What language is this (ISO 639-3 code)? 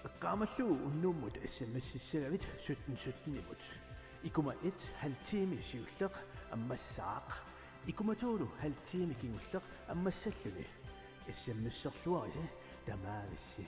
kal